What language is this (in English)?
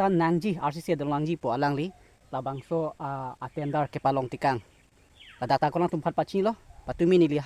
Karbi